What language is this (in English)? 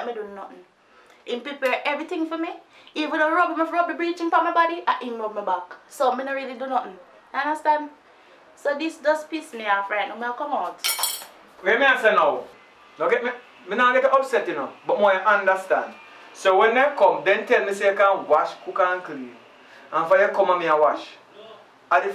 Jamaican Creole English